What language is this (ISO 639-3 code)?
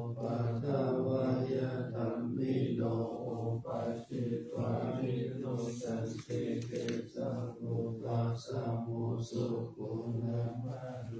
pli